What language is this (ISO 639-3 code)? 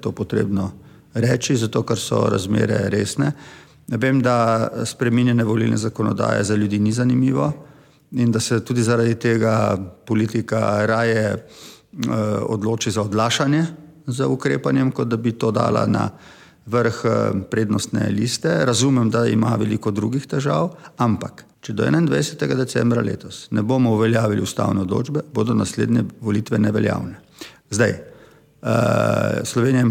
slv